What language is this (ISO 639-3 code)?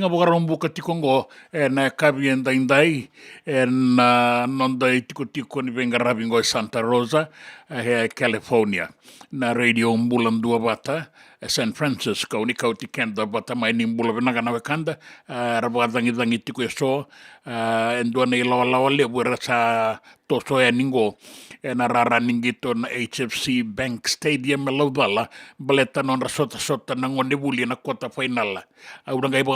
fij